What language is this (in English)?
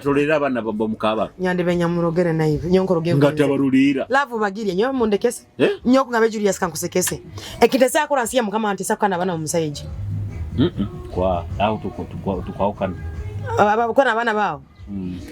Nyoro